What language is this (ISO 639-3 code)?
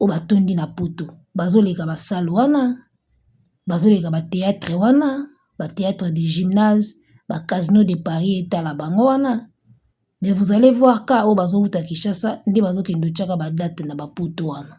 lin